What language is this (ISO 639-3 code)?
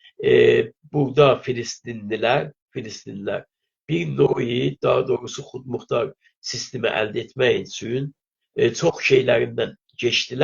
azb